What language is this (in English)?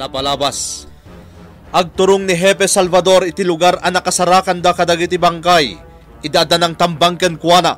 Iloko